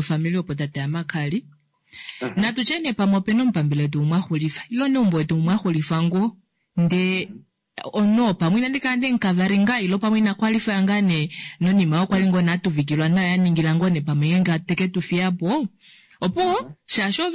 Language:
Kuanyama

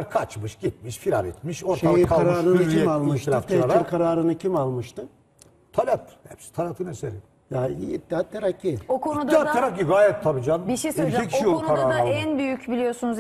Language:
Turkish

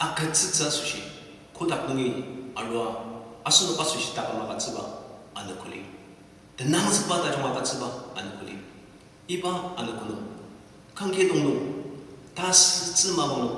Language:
Ao Naga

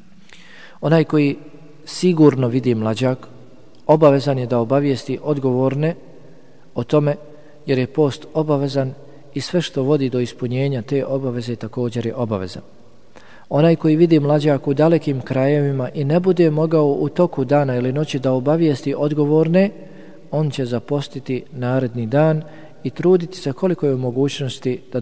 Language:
Bosnian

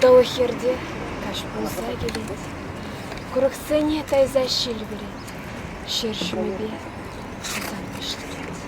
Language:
Chuvash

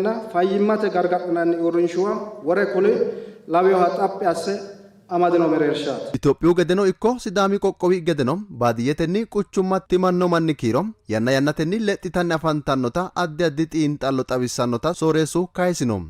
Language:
Sidamo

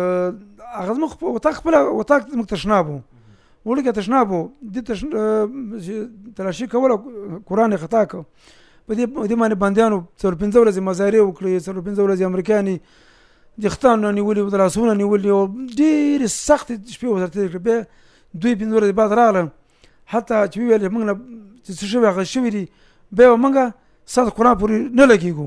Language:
Pashto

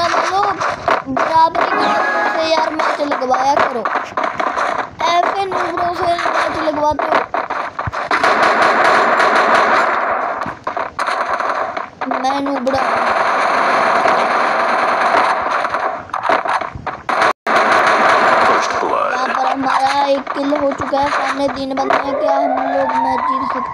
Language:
Hindi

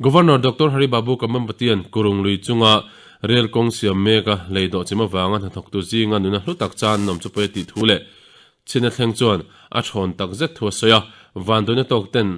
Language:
Mizo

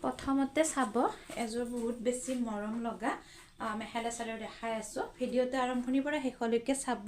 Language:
Assamese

